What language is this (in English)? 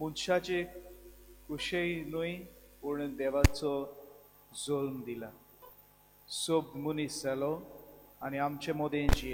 Konkani